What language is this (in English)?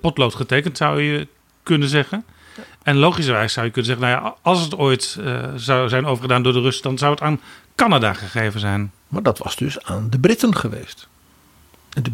Dutch